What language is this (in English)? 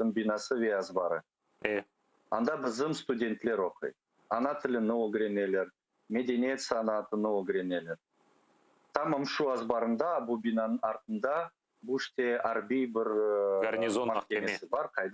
Crimean Tatar